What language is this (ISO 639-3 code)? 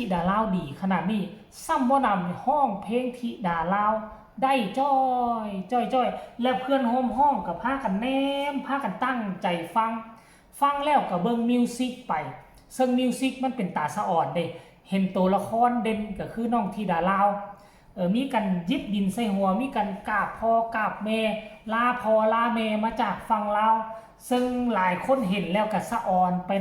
tts